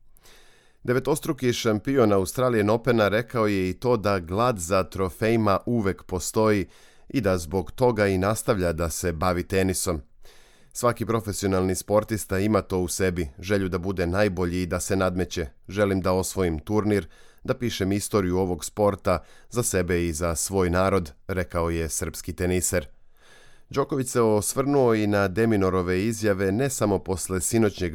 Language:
Serbian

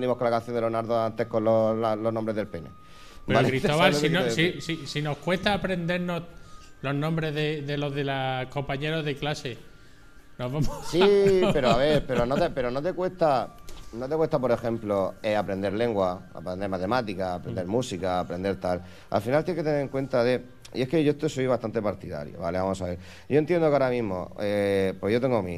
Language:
Spanish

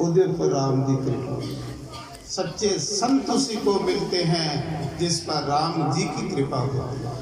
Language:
Dogri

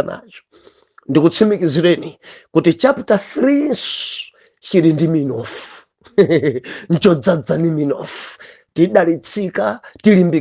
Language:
Nyanja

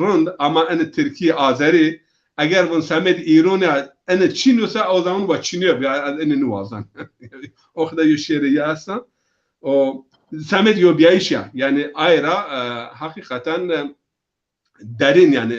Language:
Zaza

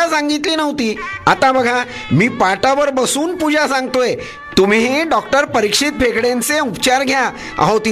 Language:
Marathi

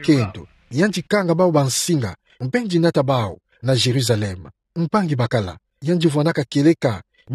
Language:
Kituba (Democratic Republic of Congo)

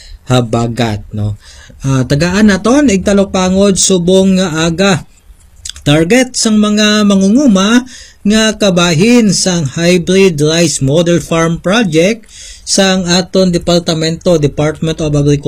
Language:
Hiligaynon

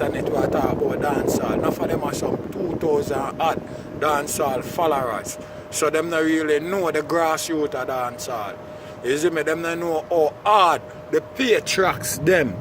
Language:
Jamaican Creole English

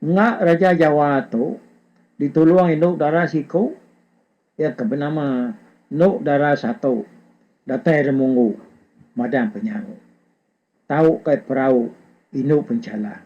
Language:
Iban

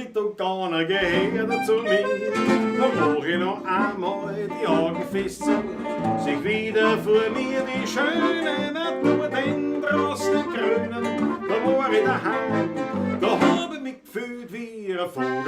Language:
Bavarian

